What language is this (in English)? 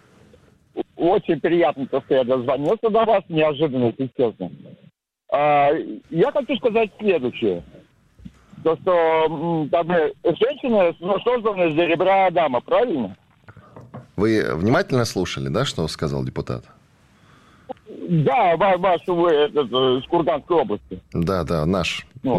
Russian